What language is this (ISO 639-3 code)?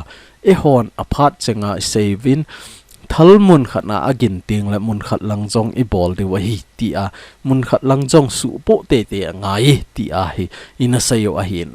tcz